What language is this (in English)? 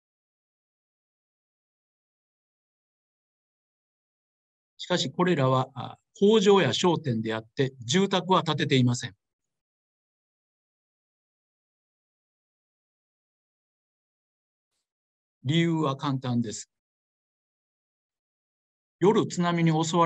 Japanese